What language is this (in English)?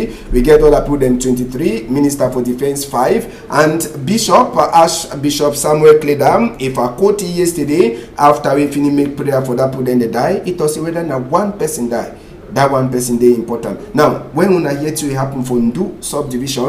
Cameroon Pidgin